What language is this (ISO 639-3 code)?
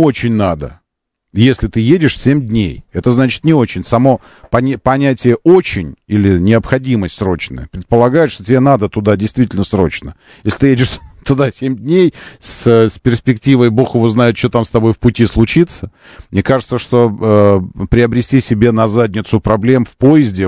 rus